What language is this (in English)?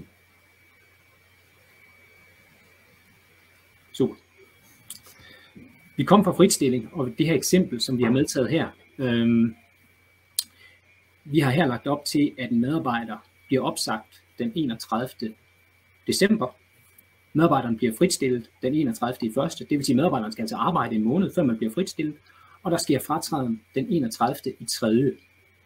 Danish